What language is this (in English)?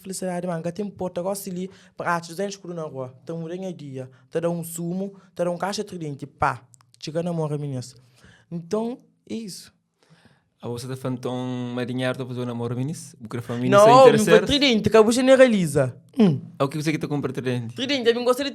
Kabuverdianu